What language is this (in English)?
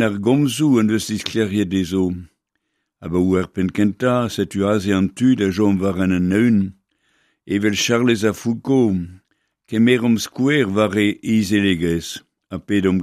Breton